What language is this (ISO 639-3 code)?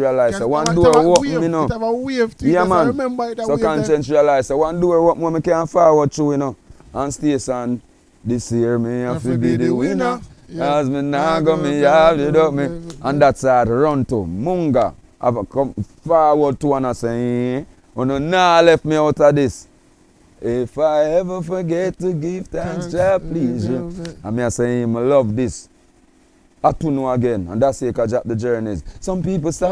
jam